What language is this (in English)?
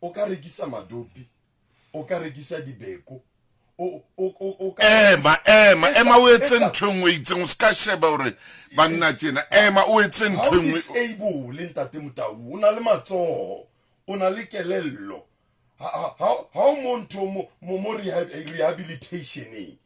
Southern Sotho